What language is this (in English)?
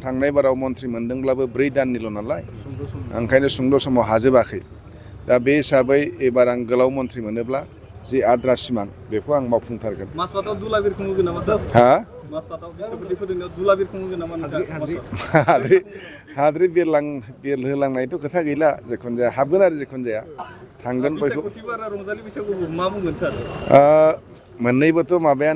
Bodo